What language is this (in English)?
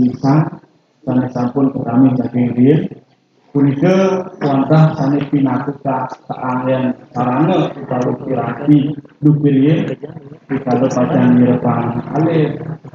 Balinese